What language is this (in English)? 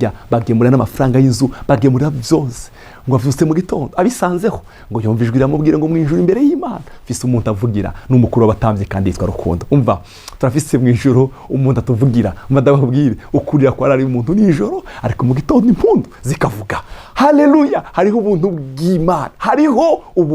Rundi